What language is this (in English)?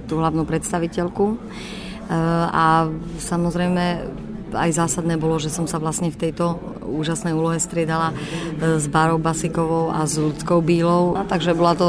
Slovak